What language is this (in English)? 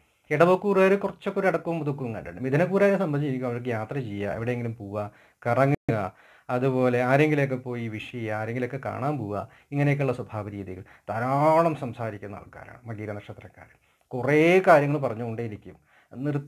Malayalam